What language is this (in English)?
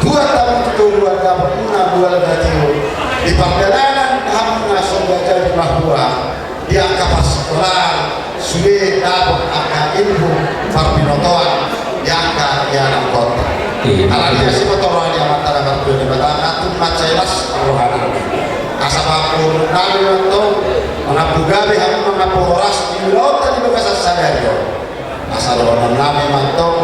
Batak Toba